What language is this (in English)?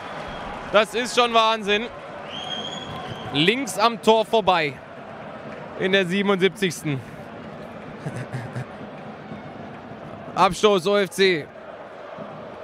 German